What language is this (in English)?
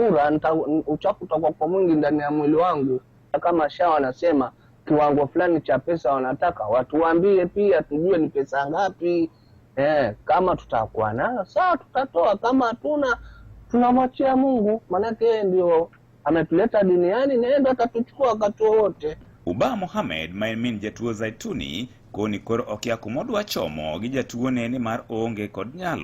Luo (Kenya and Tanzania)